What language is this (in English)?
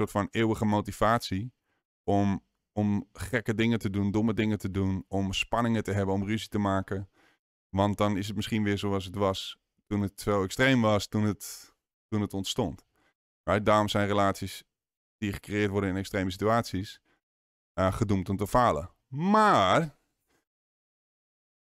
Dutch